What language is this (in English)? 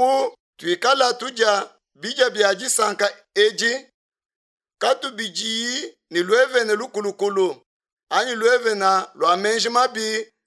Luba-Lulua